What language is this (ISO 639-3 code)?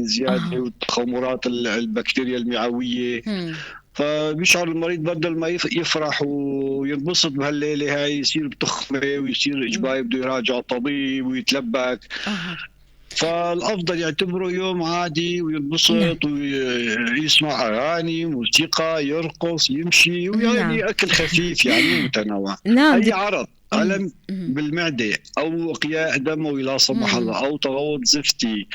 apc